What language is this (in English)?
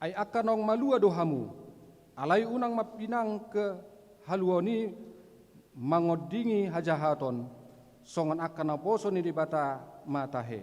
Batak Toba